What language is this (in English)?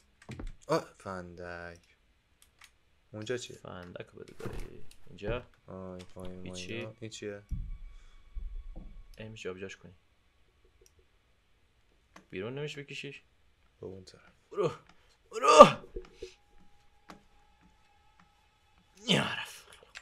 Persian